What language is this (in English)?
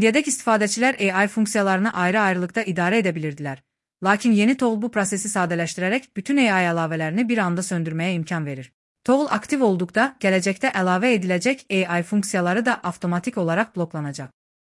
Azerbaijani